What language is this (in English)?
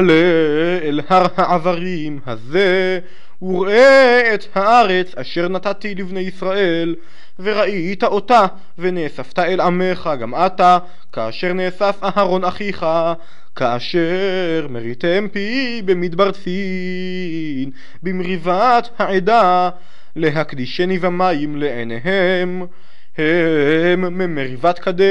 Hebrew